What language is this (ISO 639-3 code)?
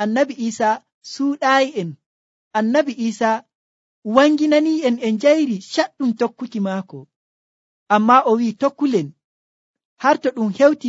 fuv